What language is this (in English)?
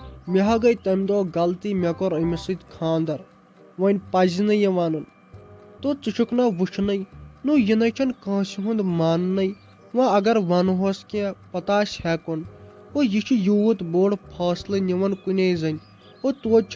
Kashmiri